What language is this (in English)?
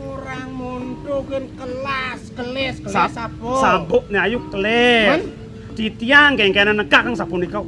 Balinese